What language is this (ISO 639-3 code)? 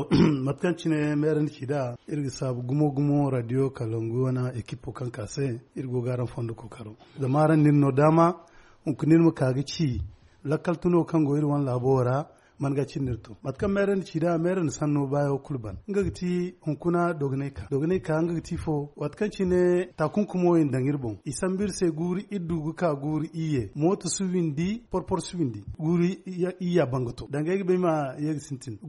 dje